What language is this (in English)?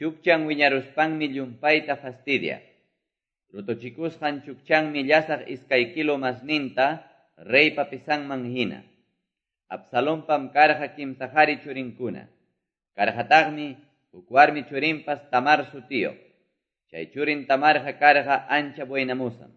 Quechua